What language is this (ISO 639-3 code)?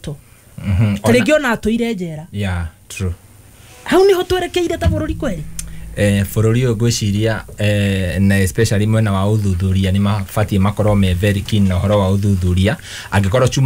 kik